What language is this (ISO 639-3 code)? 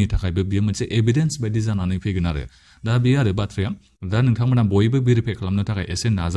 brx